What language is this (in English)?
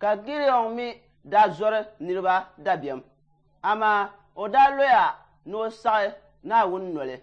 Dagbani